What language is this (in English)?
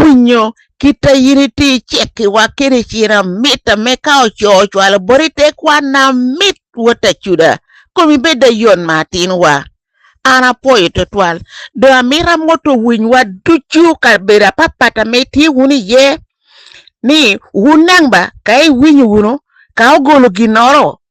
Lango (Uganda)